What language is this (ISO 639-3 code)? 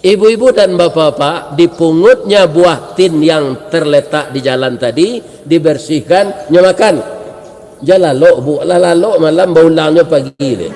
min